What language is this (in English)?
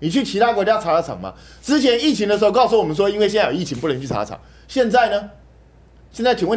Chinese